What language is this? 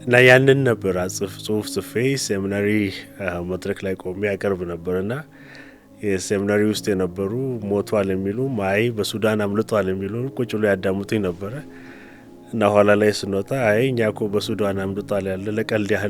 Amharic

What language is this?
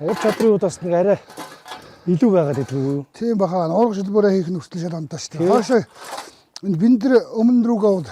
Mongolian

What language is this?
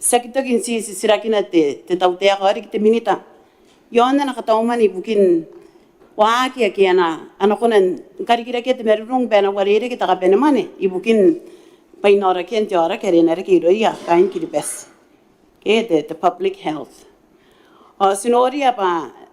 Gilbertese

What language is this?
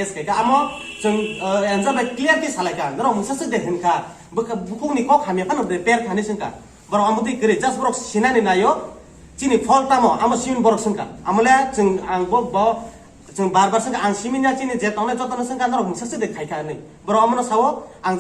Kok Borok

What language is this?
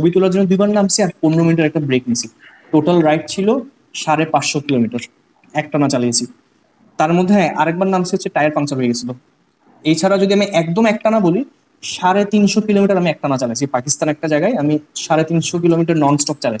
Bangla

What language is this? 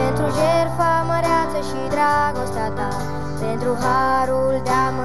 Romanian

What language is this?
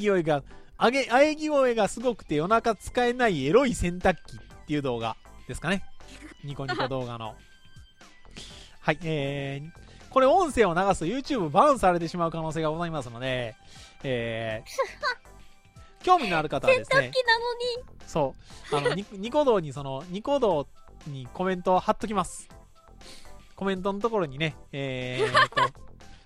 Japanese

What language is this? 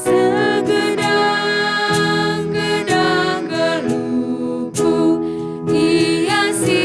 Batak Karo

